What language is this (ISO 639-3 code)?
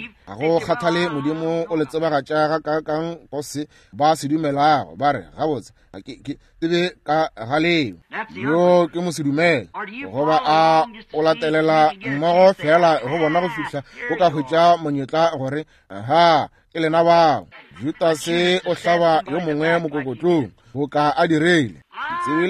nso